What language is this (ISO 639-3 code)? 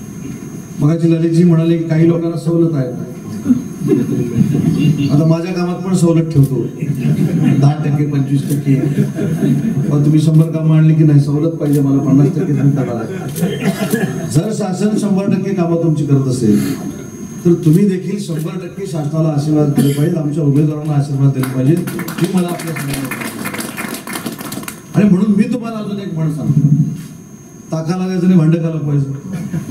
mar